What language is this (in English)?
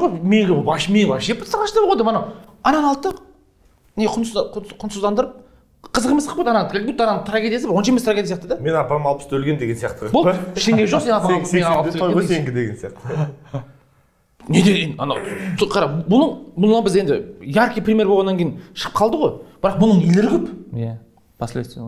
Kazakh